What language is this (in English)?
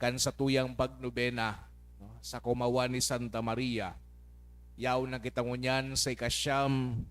Bikol